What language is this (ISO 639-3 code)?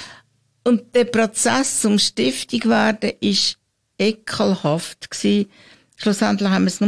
deu